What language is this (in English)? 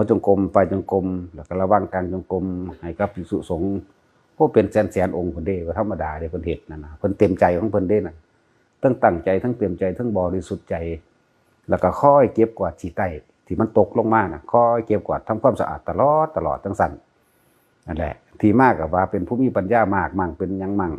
Northeastern Thai